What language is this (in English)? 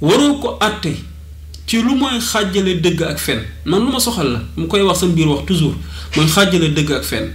Wolof